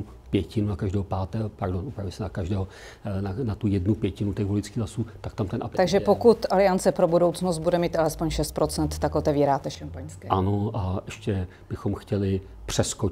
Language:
Czech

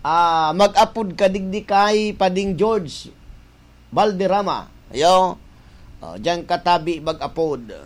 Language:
Bikol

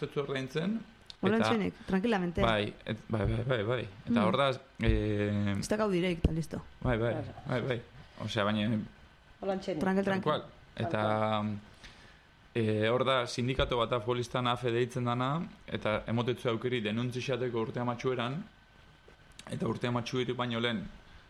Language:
Basque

